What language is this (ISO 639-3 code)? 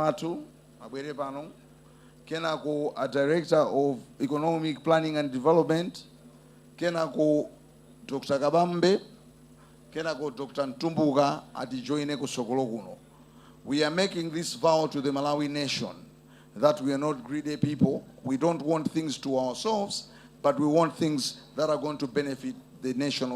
nya